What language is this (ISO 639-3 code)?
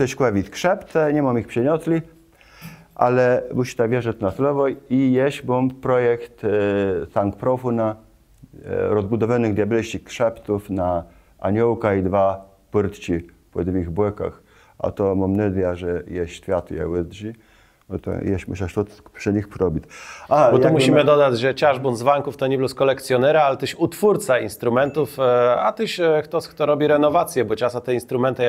csb